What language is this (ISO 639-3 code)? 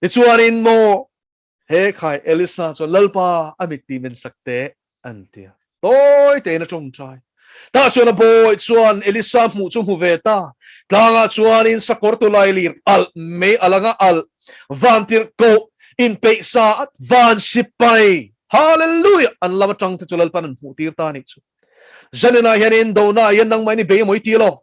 lus